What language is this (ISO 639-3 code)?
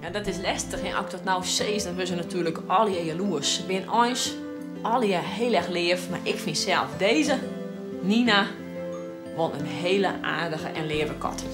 fry